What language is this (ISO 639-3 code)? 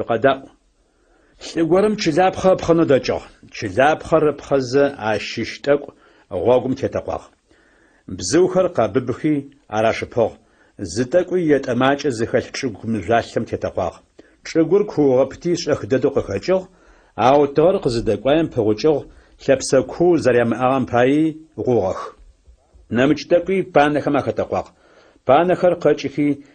ady